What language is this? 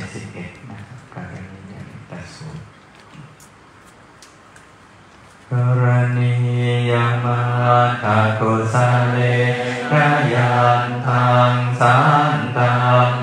Thai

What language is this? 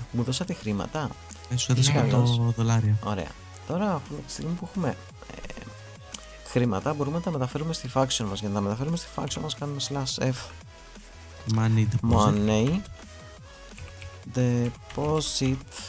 Greek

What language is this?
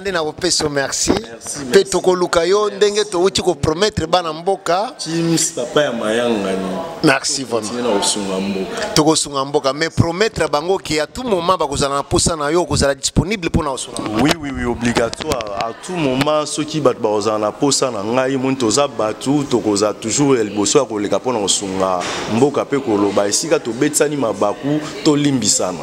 Lingala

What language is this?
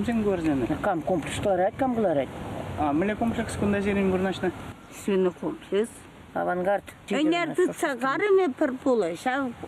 Chuvash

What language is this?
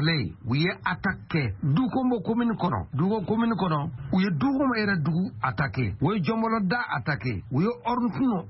Bambara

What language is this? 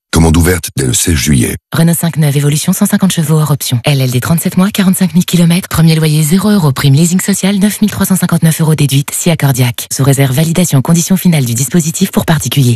French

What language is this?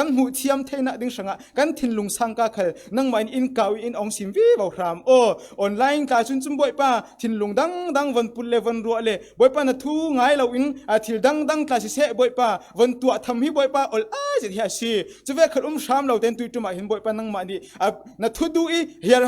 Falam Chin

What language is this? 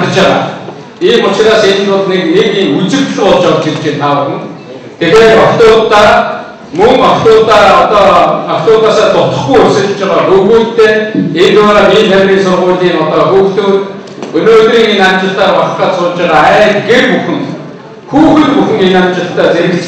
Mongolian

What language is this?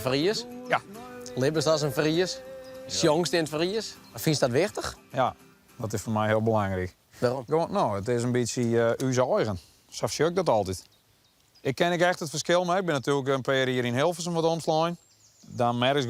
Western Frisian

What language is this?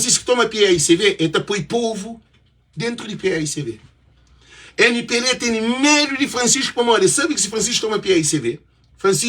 Kabuverdianu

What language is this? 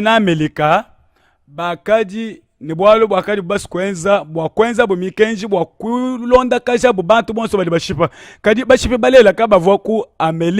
Luba-Lulua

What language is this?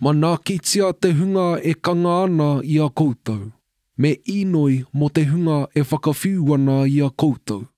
Māori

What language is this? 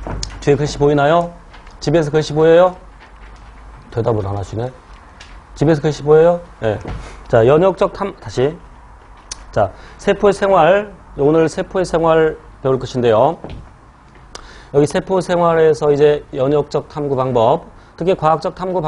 Korean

